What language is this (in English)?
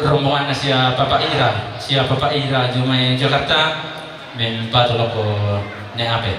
Toraja-Sa'dan